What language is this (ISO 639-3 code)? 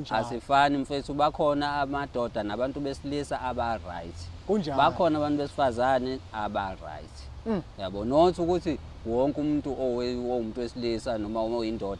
zul